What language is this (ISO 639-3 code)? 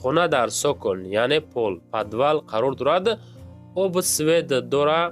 tgk